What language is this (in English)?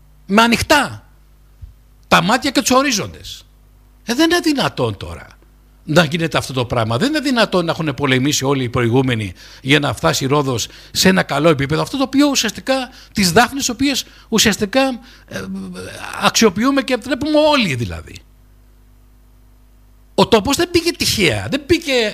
Greek